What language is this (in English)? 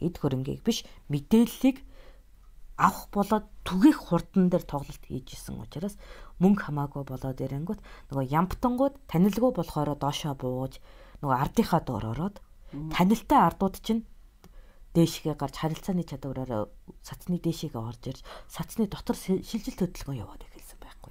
Mongolian